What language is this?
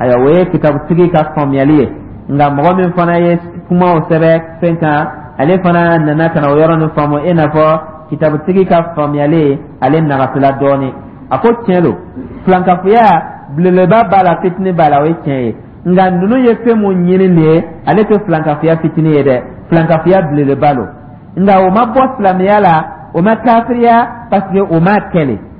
Dyula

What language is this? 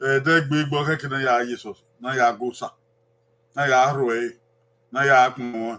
Bini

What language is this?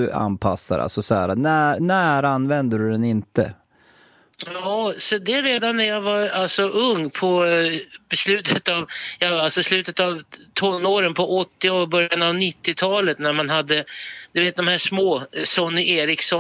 Swedish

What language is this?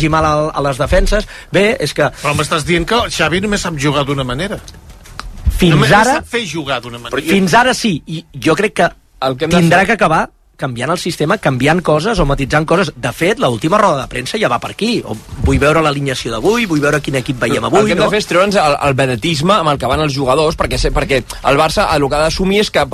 Catalan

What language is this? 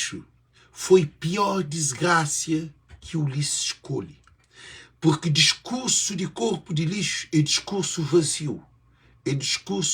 Kabuverdianu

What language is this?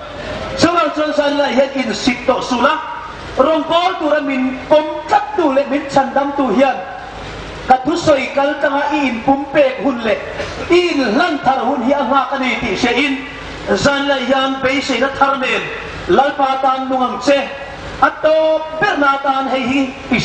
Hmar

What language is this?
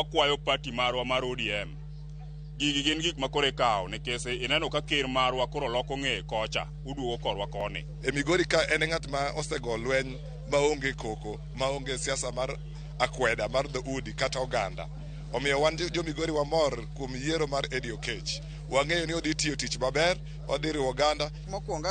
Luo (Kenya and Tanzania)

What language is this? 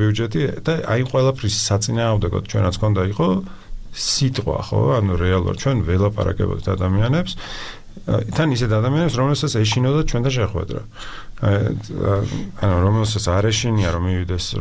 Georgian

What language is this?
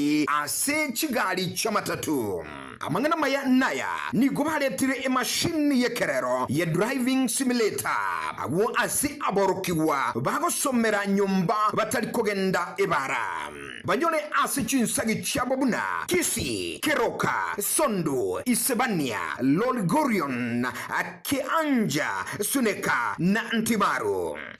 Gusii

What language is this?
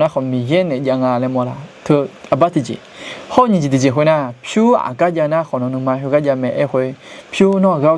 Akha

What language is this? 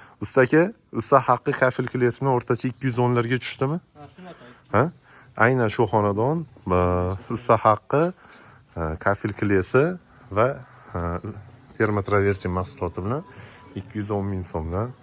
Uzbek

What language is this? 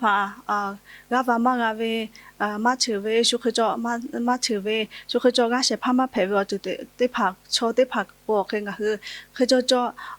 Lahu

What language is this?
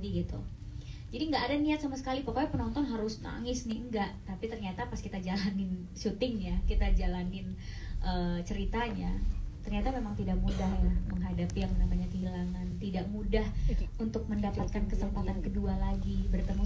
Indonesian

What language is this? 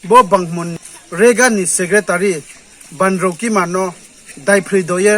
Riang (India)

